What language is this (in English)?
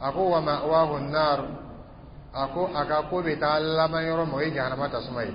Dyula